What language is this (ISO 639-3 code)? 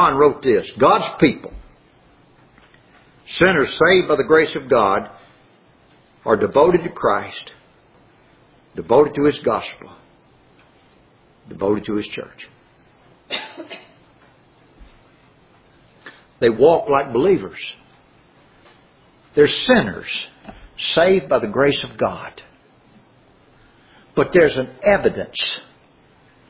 eng